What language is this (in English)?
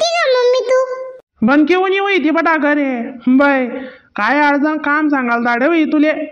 Khandesi